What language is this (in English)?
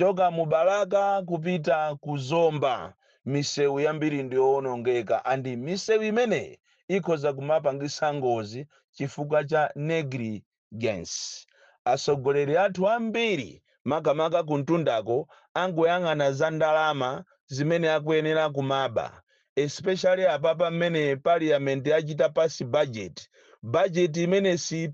Nyanja